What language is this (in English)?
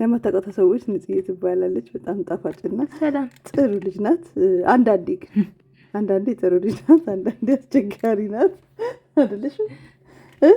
Amharic